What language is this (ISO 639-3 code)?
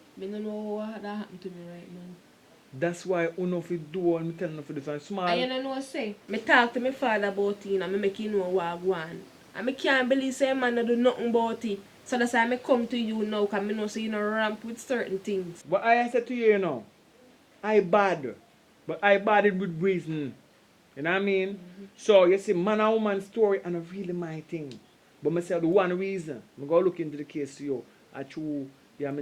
jam